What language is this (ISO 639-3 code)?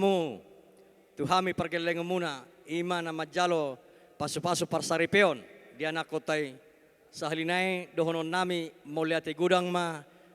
bbc